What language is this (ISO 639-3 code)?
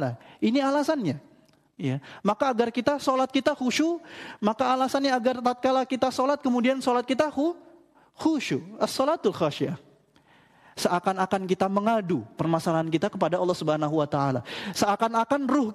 ind